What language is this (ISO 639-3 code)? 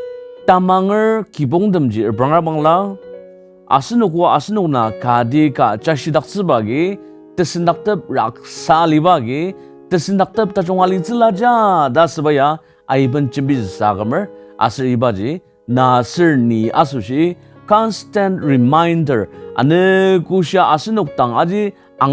njo